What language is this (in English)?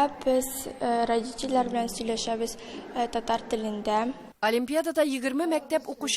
Tatar